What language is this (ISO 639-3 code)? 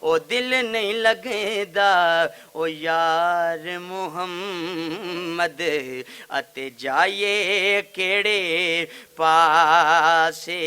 lah